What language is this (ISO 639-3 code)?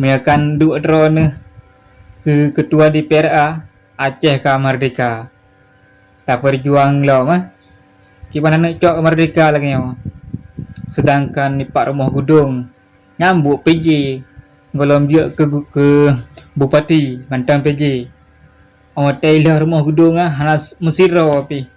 ace